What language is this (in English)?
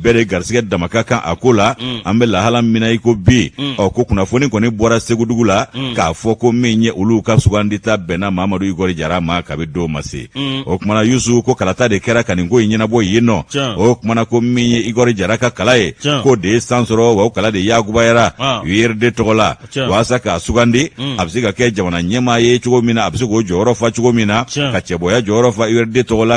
Bambara